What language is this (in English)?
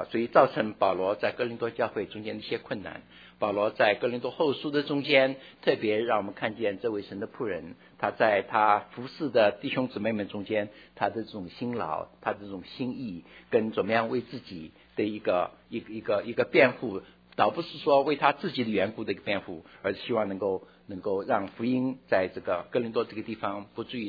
Chinese